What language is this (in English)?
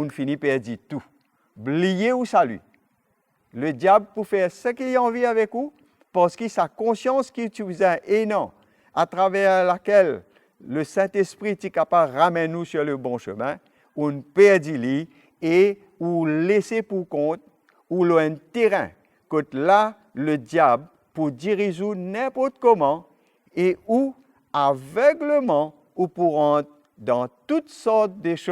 Morisyen